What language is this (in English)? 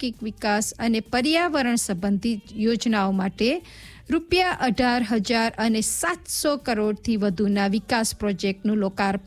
Gujarati